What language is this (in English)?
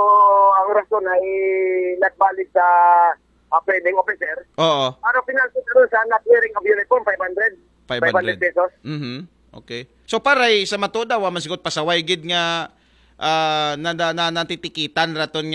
Aklanon